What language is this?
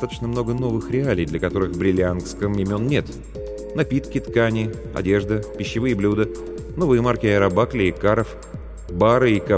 Russian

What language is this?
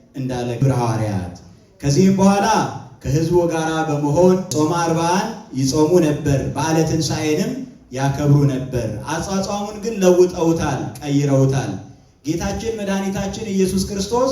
Amharic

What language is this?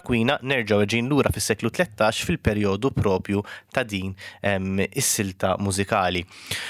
Maltese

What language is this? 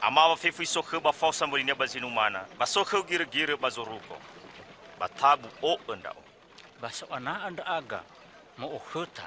Nias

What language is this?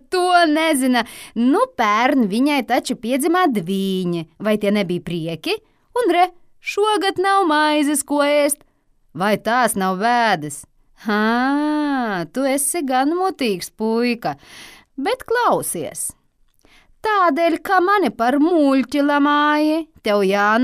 Latvian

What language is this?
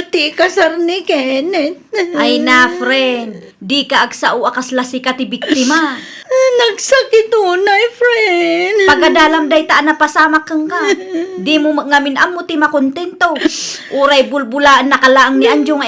Iloko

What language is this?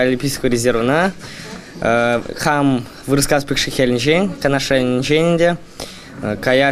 Chuvash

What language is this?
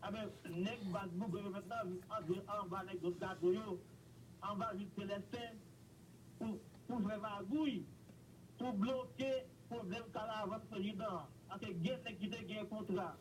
Haitian Creole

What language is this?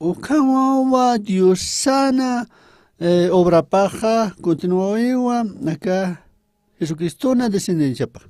Aymara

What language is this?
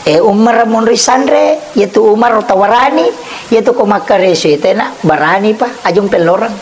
Buginese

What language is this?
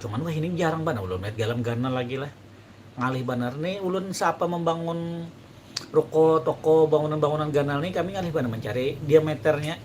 Banjar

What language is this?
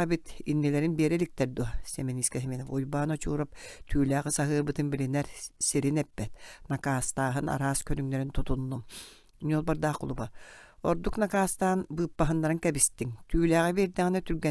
Yakut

